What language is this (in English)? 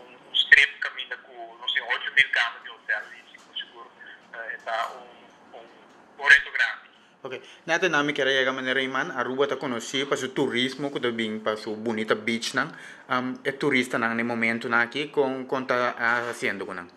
Papiamento